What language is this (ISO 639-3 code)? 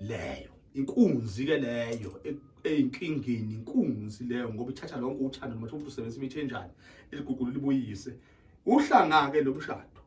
zul